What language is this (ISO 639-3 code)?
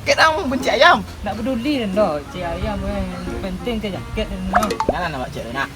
min